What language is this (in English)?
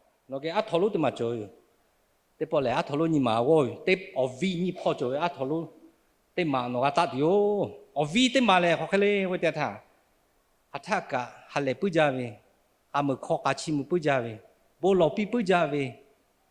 Lahu